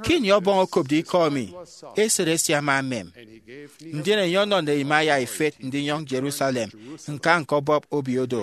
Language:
Efik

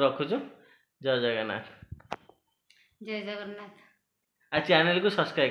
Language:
Odia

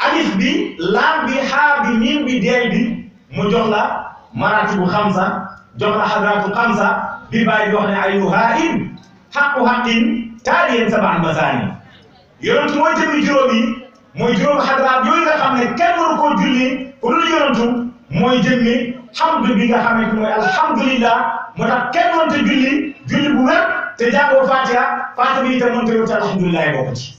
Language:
Wolof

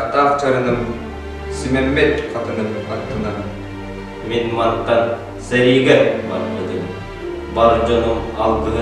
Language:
Yakut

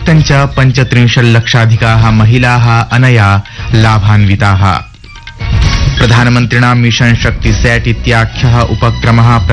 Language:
Sanskrit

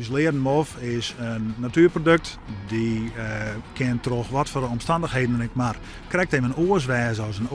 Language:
Western Frisian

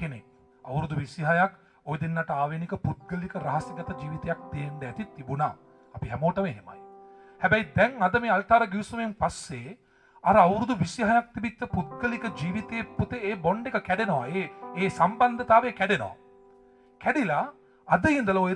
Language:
Sinhala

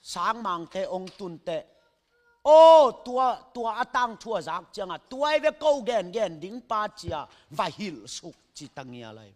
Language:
Tedim Chin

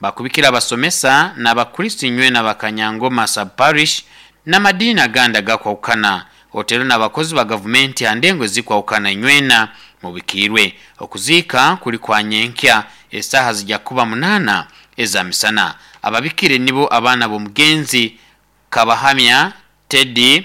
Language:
Nyankole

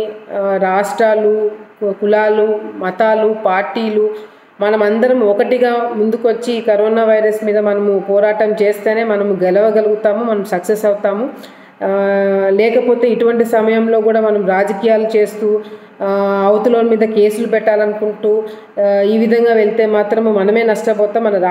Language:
Telugu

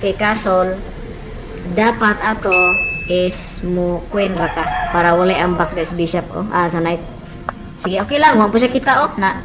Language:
Cebuano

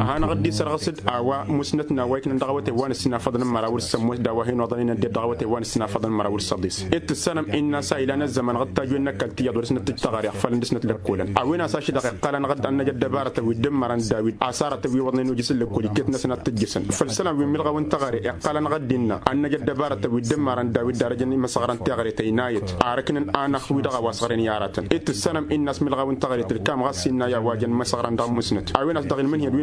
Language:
Tamasheq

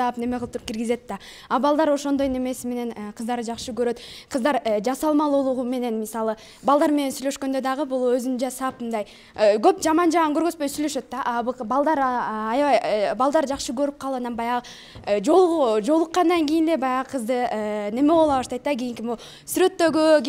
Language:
Kyrgyz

